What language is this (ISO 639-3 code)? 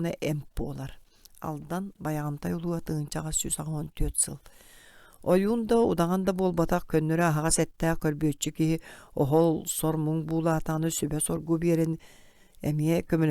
sah